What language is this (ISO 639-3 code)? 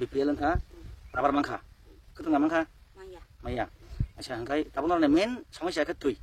trp